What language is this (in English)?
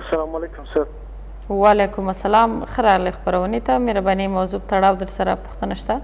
Pashto